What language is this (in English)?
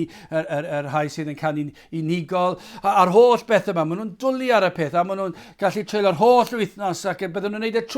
Welsh